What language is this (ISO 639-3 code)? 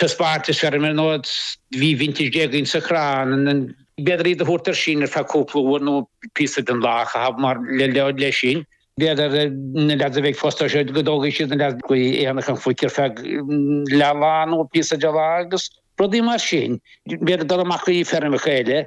gle